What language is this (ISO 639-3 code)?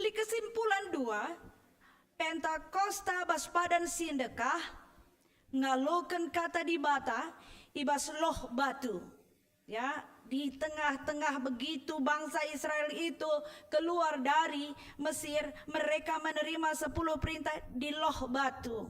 btx